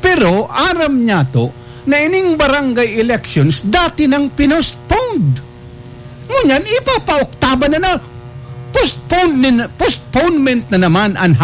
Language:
Bikol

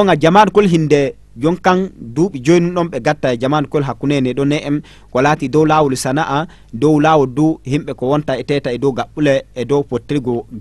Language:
Fula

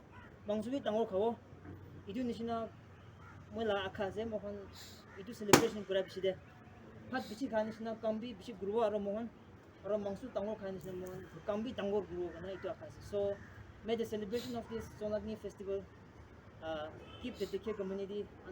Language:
Naga Pidgin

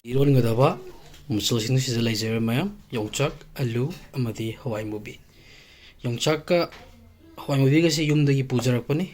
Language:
Manipuri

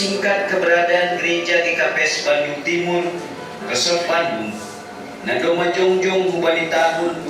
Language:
Batak Simalungun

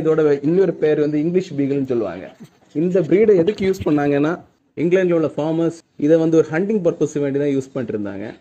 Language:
Tamil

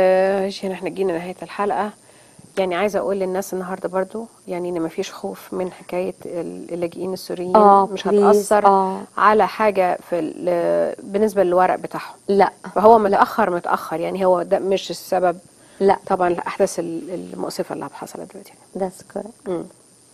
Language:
Egyptian Arabic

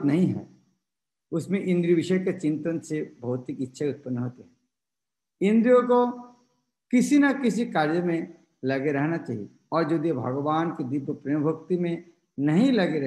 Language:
Hindi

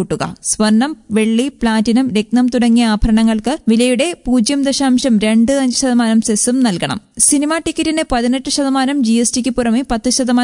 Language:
Malayalam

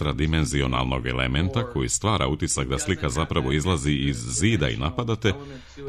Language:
Serbian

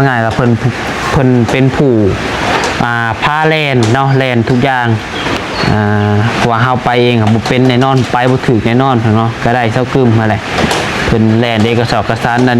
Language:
Lao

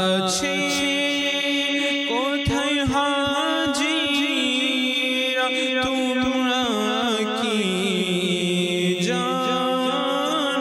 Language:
Bangla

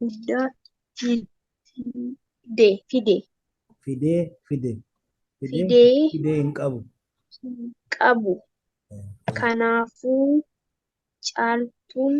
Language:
Oromo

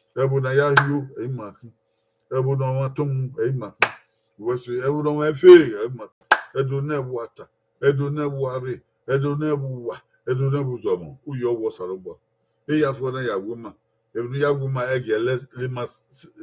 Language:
Bini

